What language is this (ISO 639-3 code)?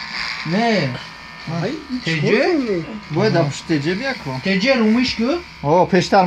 tgk